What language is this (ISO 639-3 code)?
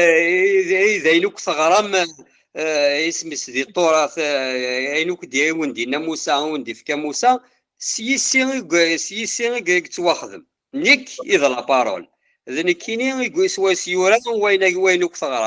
kab